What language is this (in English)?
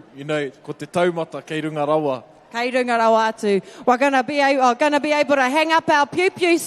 Māori